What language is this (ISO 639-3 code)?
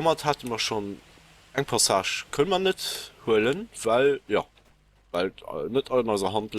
ltz